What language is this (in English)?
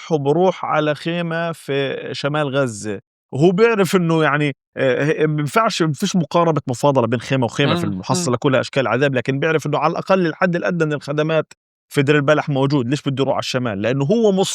North Levantine Arabic